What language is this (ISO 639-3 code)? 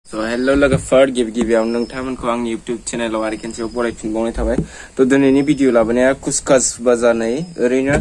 brx